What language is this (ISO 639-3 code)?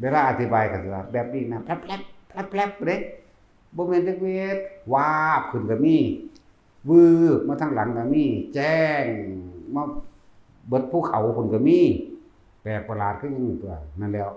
tts